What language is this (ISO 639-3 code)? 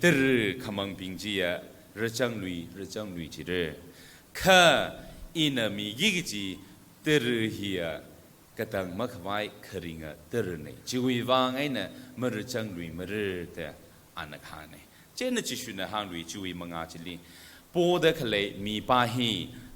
nmf